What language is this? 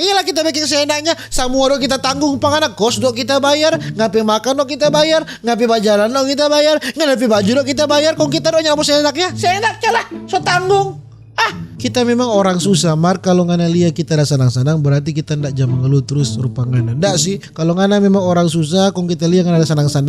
Manado Malay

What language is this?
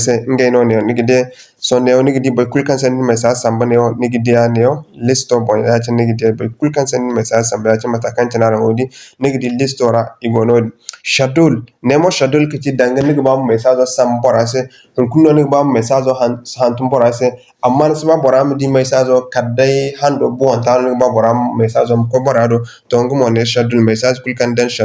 Zarma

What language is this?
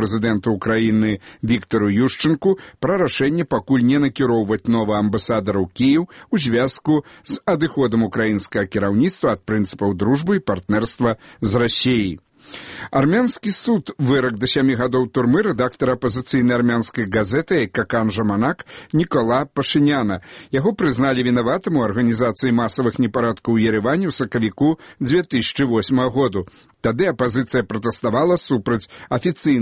Belarusian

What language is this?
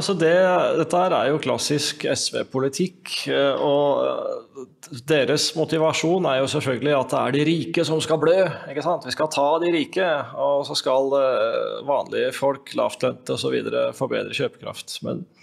Norwegian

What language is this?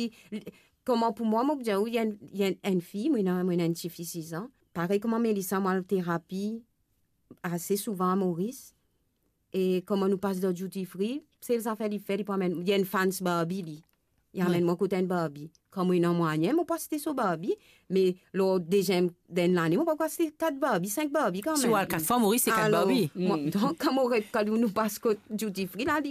Morisyen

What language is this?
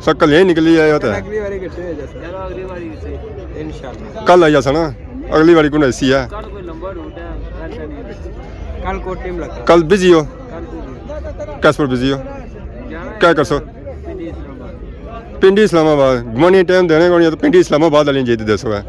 Pahari-Potwari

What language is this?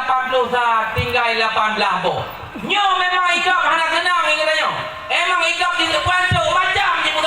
Achinese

